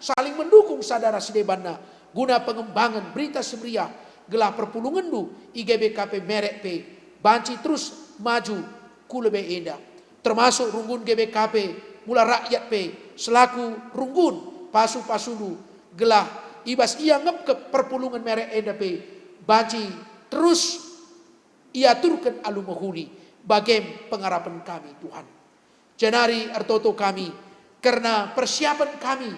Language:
Batak Karo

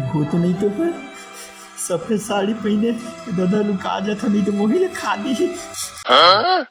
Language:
Chhattisgarhi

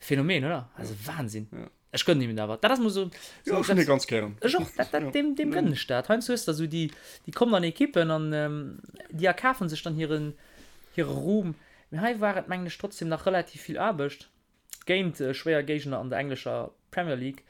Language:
Luxembourgish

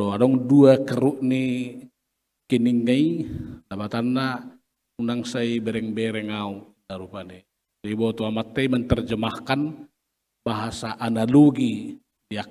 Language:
Batak Toba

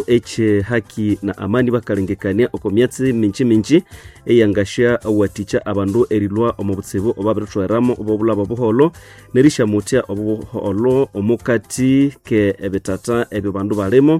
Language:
Nande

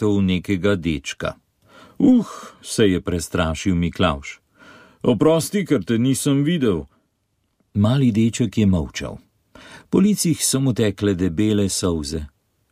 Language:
Slovenian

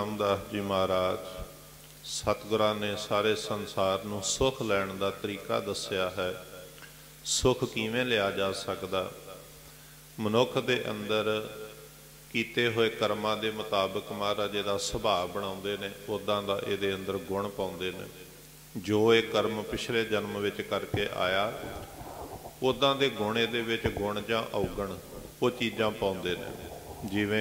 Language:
Punjabi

